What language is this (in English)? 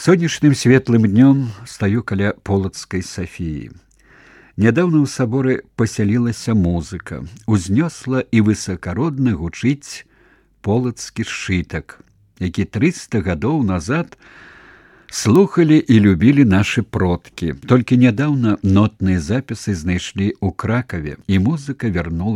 Belarusian